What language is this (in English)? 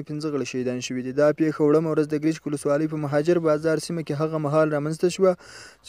Pashto